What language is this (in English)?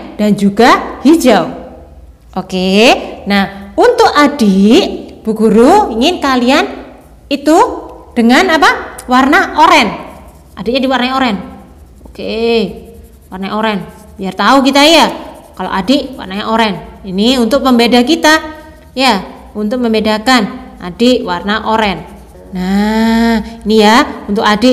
Indonesian